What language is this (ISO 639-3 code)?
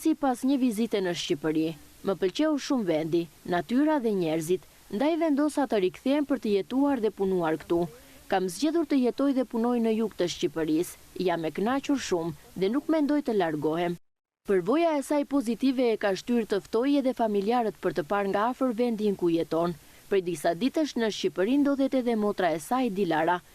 sqi